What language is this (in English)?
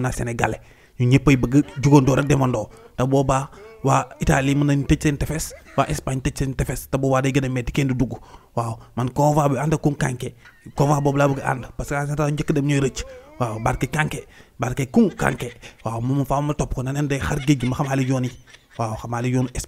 Wolof